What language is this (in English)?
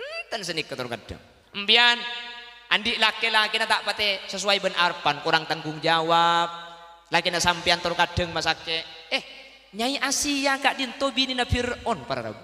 Madurese